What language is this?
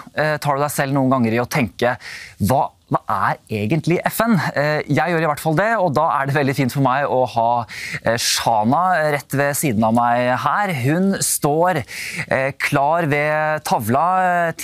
Norwegian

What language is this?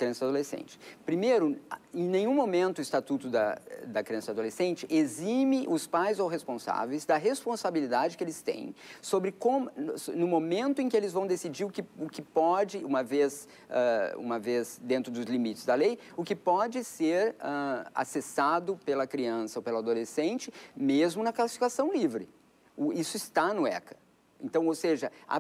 Portuguese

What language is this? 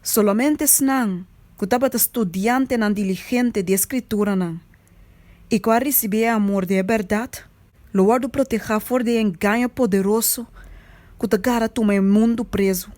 Papiamento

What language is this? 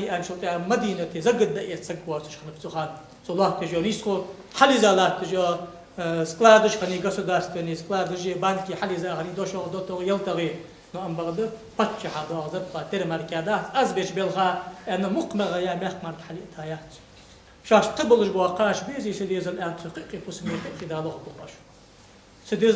Ingush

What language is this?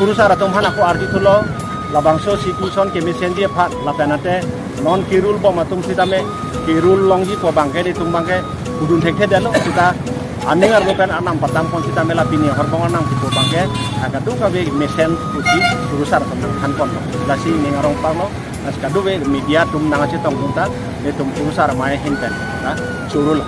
Karbi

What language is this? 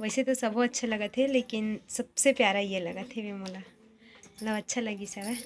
Chhattisgarhi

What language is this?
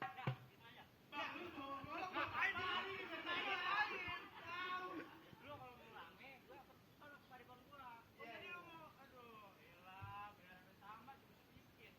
Betawi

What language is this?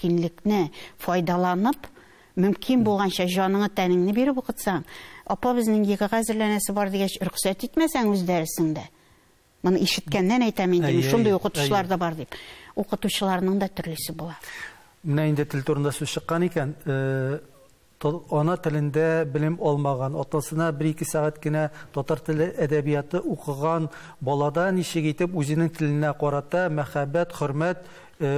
Tatar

